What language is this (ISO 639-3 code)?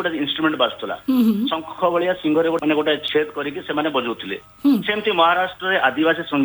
ori